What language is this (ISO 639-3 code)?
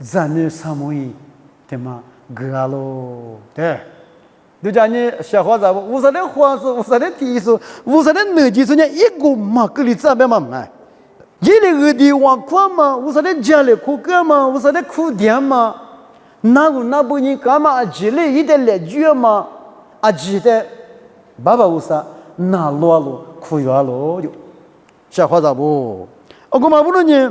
lis